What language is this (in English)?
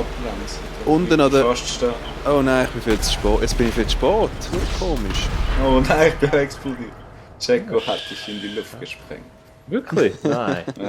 Swiss German